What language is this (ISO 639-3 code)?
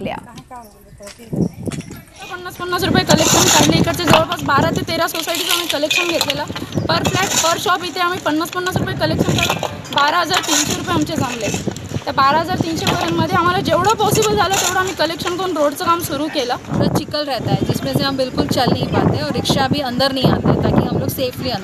mar